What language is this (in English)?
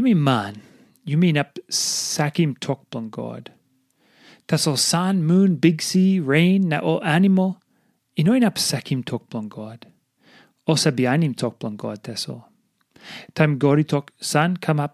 Tok Pisin